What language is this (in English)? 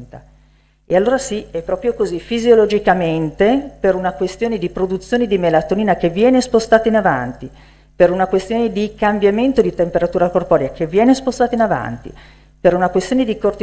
Italian